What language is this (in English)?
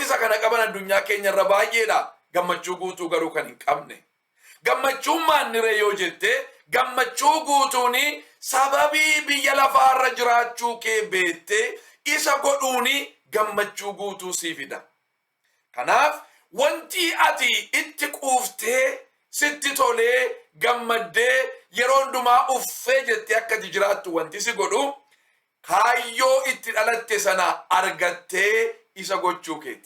Oromo